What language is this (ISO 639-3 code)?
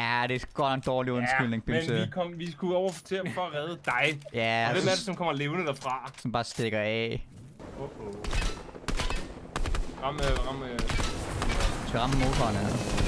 dan